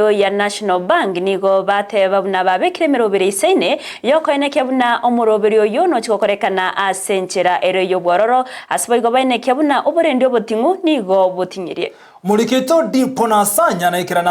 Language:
Gusii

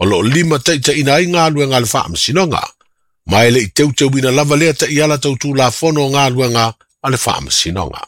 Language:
Samoan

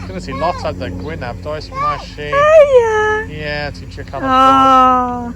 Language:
Welsh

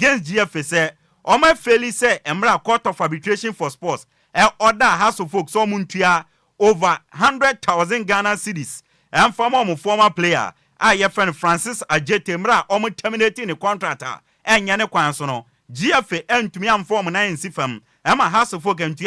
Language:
Akan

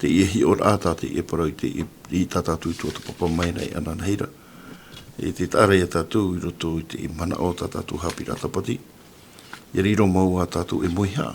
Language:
Tahitian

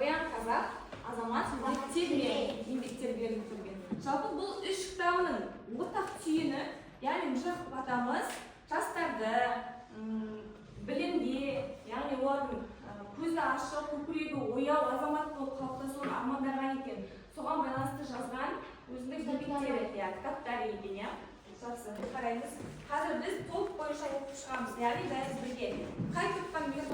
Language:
Kazakh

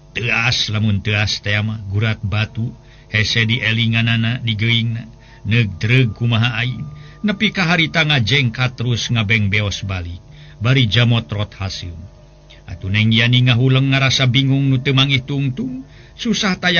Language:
Sundanese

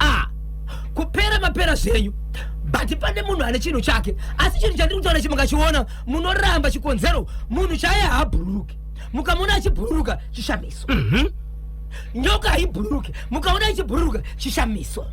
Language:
Shona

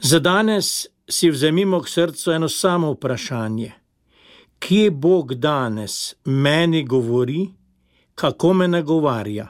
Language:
Slovenian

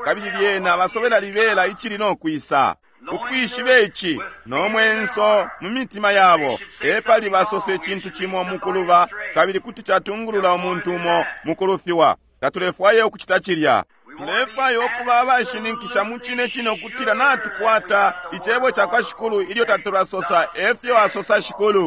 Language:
Bemba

